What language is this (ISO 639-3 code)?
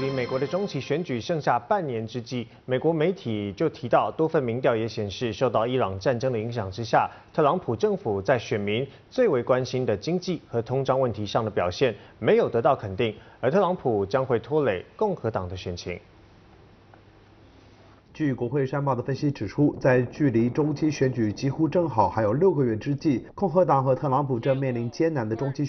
zho